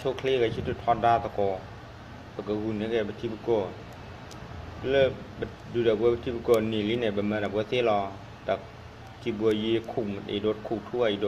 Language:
S'gaw Karen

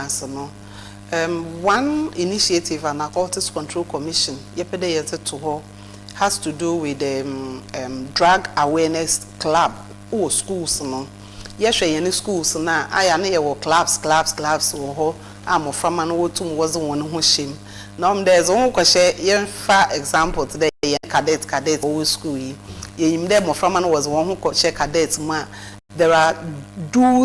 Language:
Akan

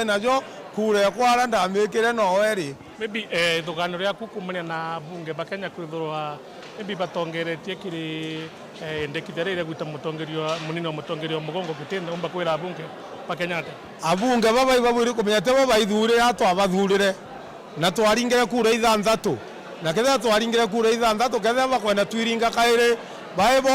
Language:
Meru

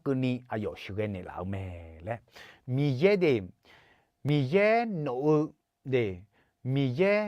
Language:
Akha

